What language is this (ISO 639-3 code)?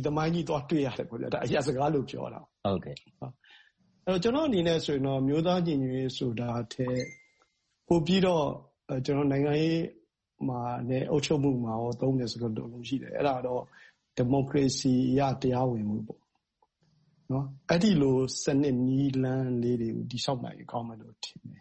mya